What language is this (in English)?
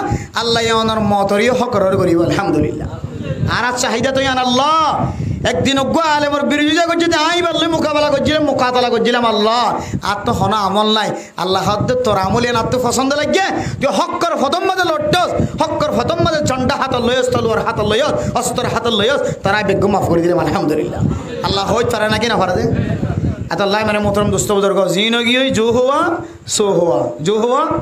Rohingya